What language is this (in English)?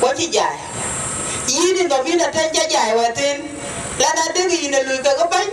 Dinka